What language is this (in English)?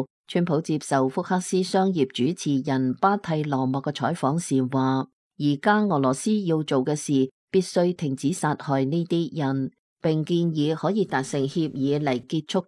Cantonese